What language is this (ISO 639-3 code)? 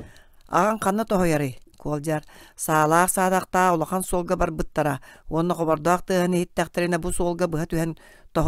sah